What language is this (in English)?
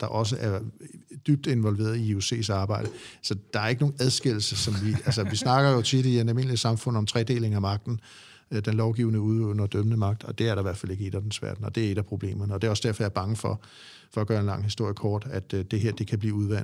Danish